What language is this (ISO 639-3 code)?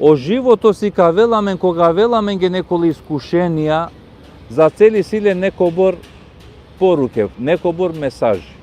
rmn